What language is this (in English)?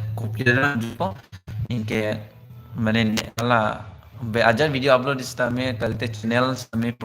Karbi